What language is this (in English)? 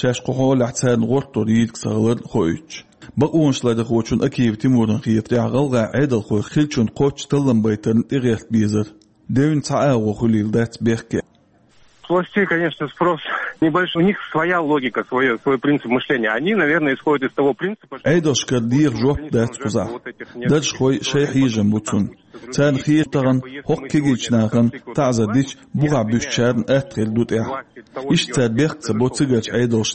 Chechen